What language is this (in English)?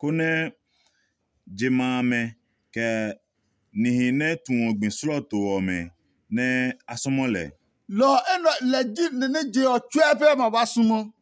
Adangme